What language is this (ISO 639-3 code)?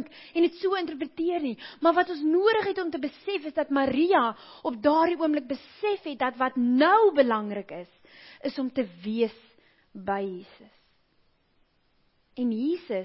afr